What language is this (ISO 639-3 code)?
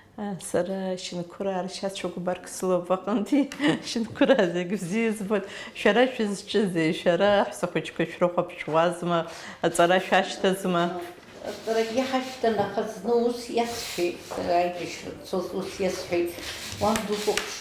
abk